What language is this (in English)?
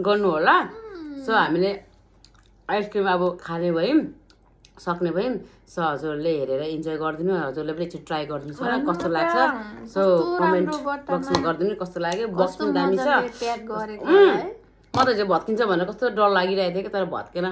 Nepali